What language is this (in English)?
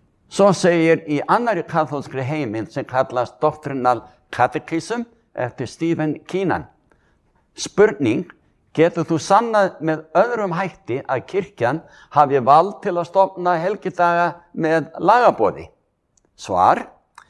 Icelandic